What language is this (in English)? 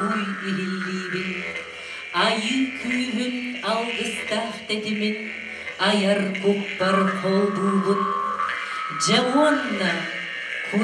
Yakut